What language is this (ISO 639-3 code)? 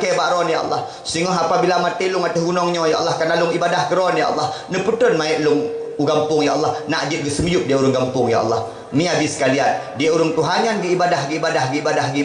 ace